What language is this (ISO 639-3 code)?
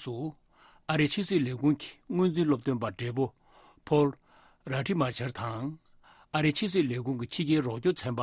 bod